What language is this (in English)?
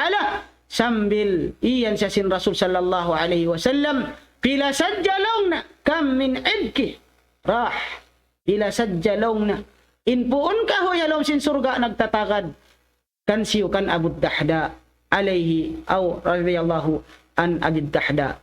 Tausug